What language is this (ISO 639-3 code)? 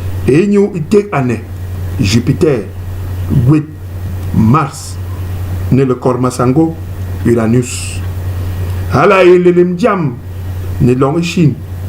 bas